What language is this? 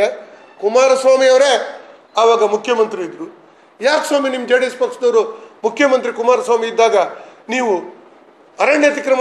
Kannada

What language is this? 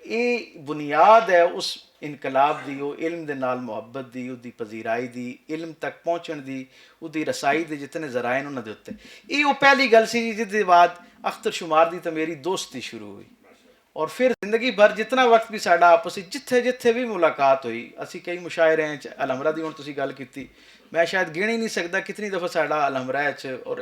Western Panjabi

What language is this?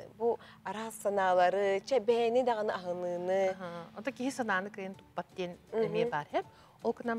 Yakut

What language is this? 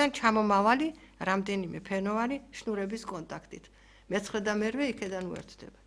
Georgian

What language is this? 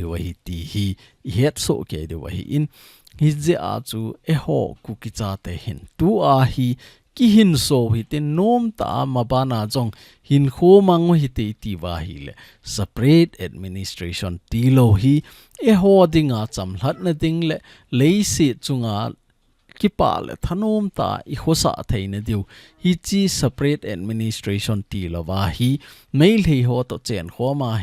Thado Chin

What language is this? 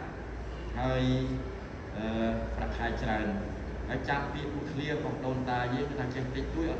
Khmer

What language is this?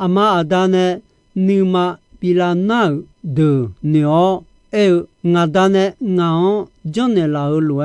Akha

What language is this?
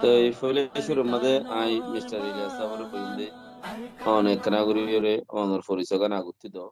Rohingya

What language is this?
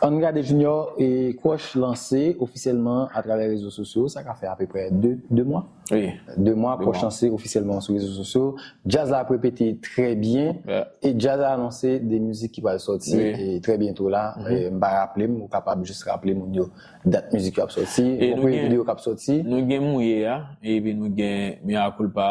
Haitian Creole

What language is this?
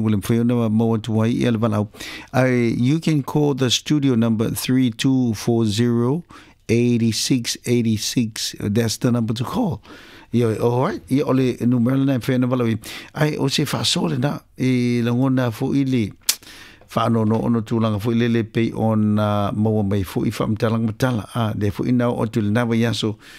Samoan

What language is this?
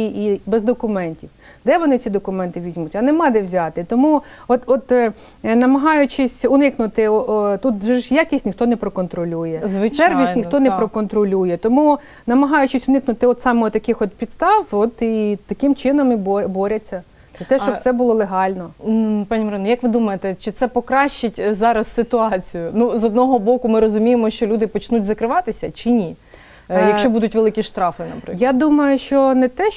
Ukrainian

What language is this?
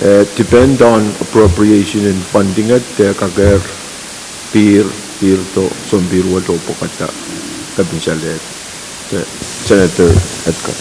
Pohnpeian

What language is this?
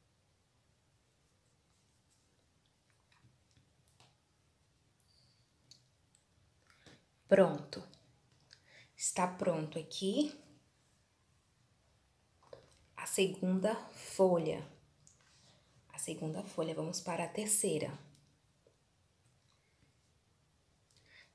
Portuguese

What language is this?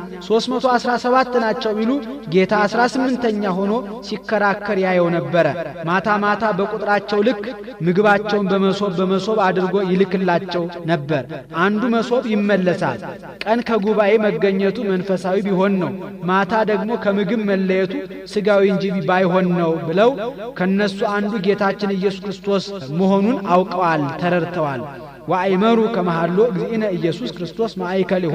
Amharic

